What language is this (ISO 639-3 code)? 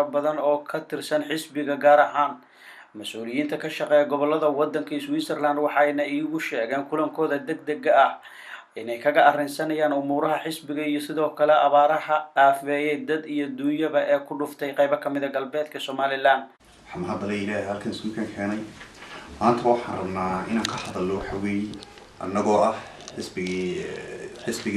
som